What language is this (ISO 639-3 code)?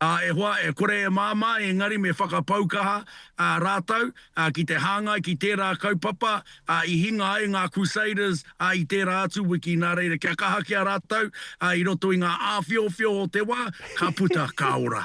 mri